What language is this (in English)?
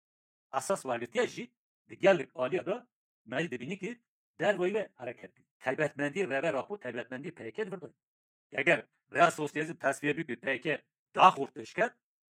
Kurdish